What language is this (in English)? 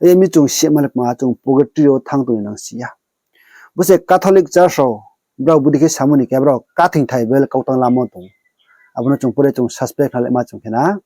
Riang (India)